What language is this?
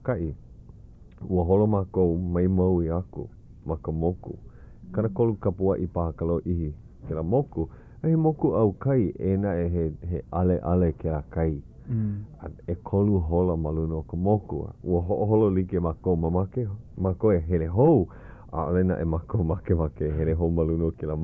Hawaiian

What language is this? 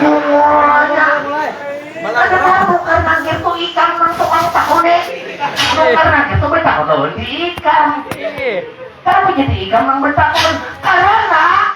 Banjar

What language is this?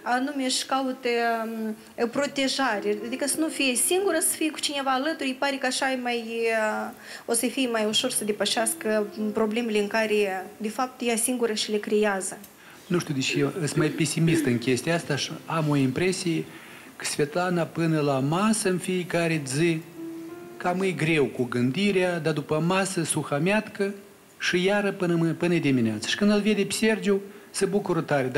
Romanian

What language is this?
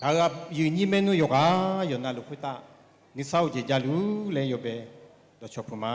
Akha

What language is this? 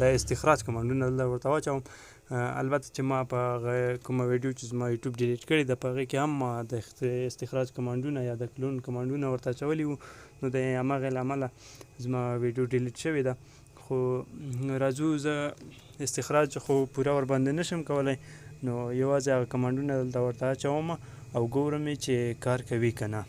Pashto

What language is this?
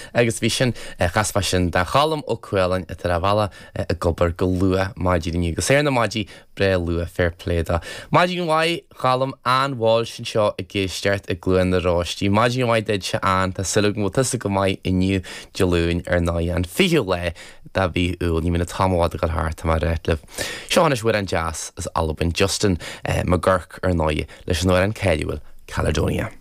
Irish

